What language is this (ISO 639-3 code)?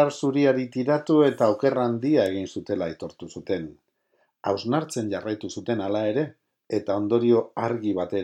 eus